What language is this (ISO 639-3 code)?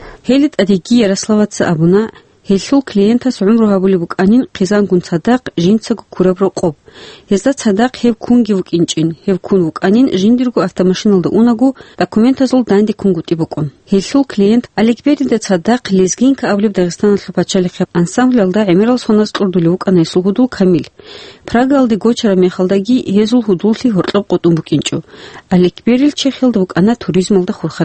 ava